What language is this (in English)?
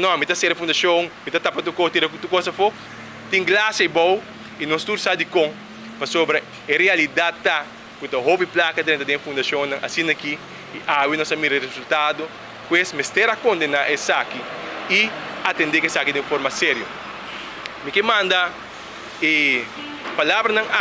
Papiamento